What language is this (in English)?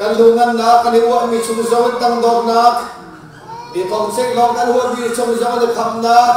Hakha Chin